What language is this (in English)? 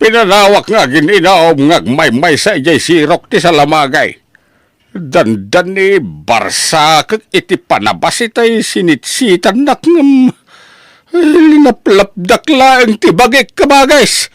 Iloko